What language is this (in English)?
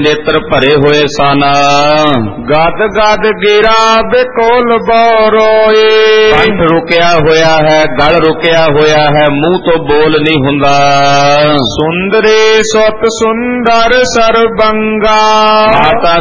Punjabi